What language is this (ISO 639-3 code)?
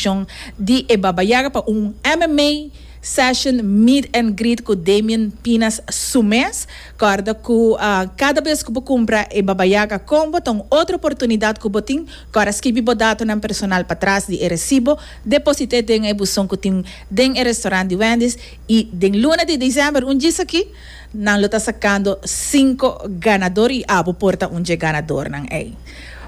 pap